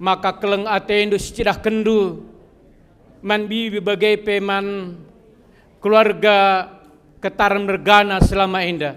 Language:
Batak Karo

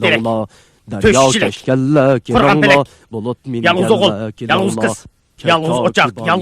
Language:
Uyghur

